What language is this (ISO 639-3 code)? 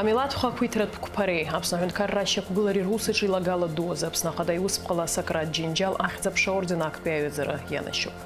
abk